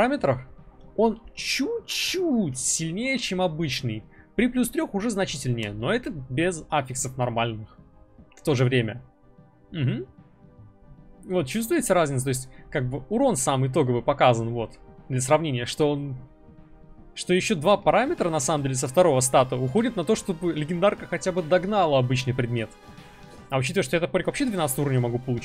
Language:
Russian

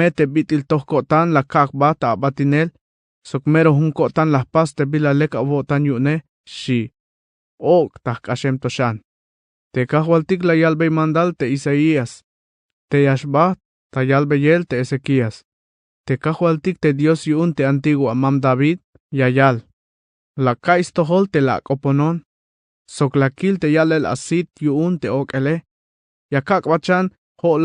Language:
Tzeltal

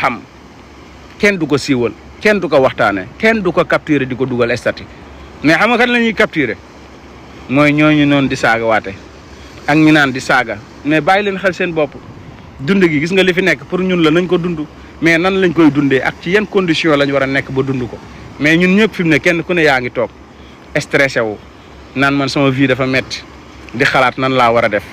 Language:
Wolof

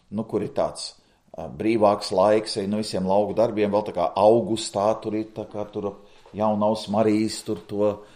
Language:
Latvian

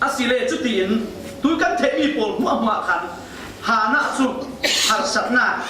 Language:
Falam Chin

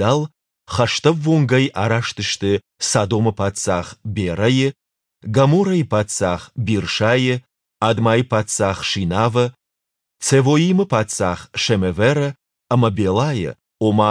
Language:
Ossetic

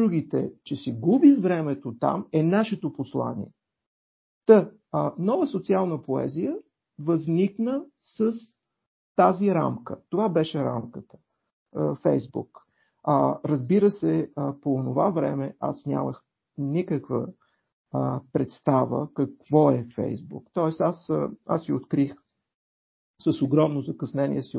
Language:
Bulgarian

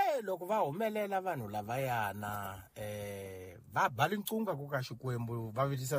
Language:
Tsonga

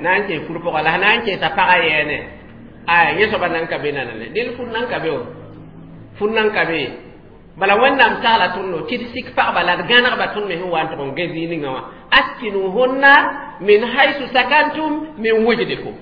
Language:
Mossi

